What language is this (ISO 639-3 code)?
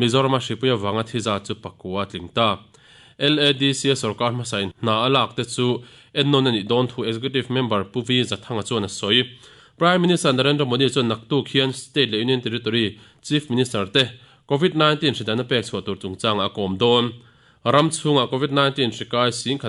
lus